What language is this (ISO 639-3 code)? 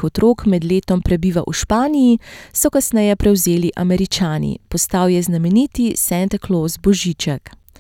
slv